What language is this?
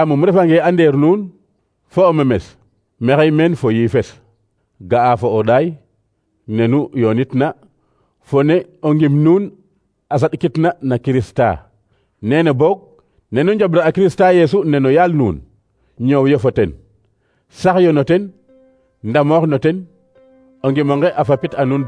Serer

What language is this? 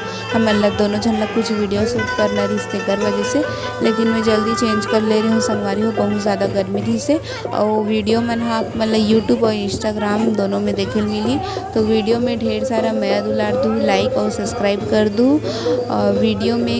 Chhattisgarhi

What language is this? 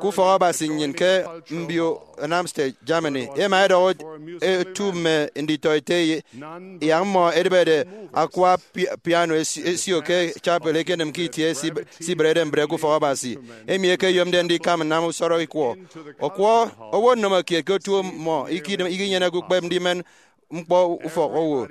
Efik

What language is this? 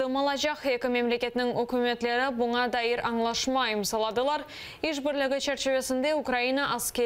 Crimean Tatar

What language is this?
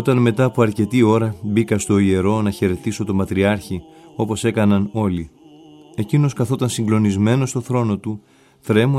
Greek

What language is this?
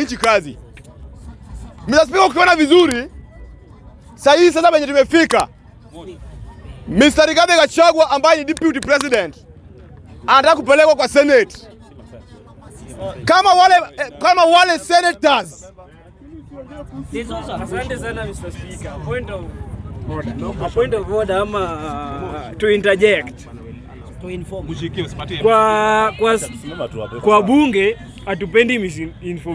Swahili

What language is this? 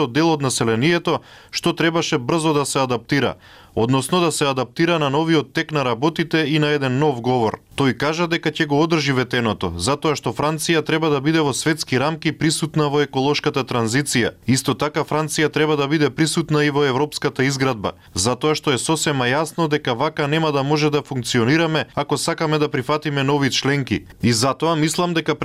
Macedonian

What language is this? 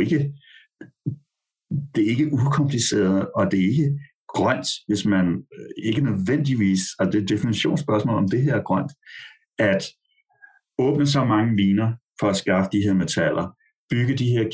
Danish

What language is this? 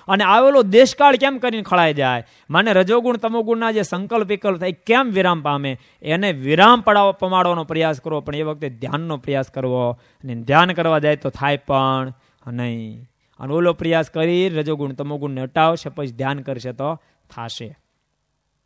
Gujarati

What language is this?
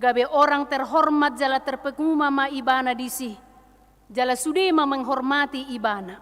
Batak Toba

